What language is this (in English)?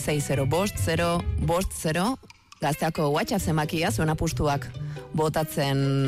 Basque